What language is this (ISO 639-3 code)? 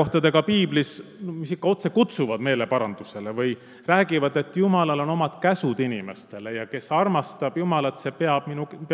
est